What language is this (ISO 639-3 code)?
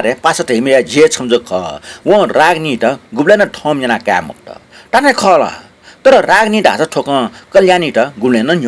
new